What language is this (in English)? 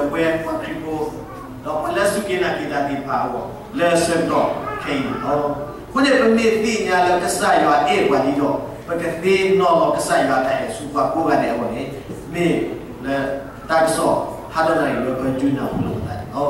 S'gaw Karen